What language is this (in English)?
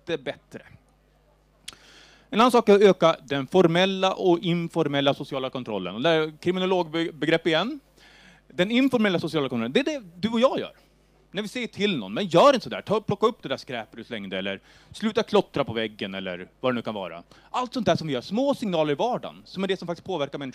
Swedish